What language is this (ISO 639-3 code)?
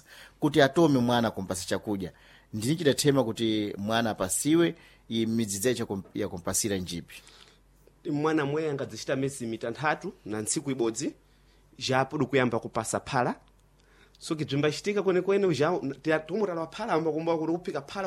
seh